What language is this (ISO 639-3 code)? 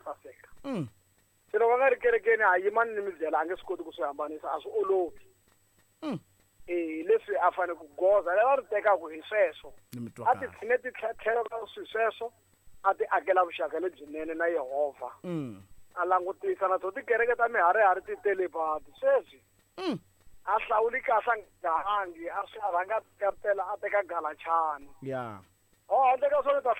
tso